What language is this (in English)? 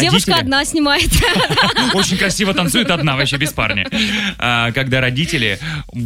Russian